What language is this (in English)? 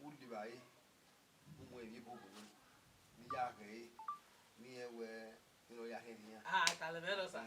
Bini